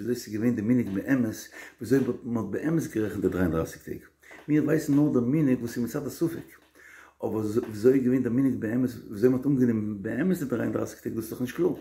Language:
Yiddish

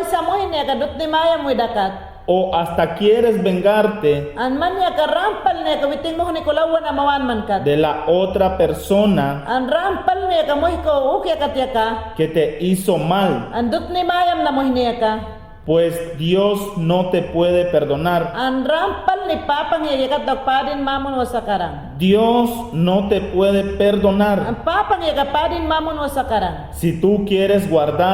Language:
Mayangna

